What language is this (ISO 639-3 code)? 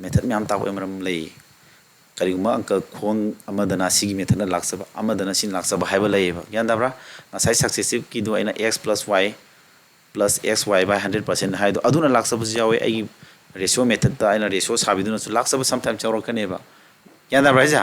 mni